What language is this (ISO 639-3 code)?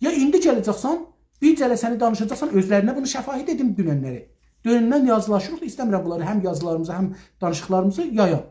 azb